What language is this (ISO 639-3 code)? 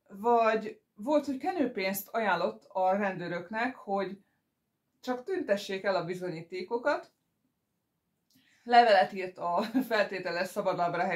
hun